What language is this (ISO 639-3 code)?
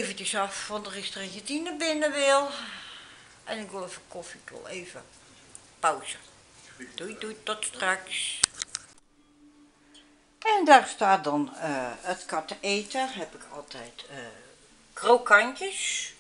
nld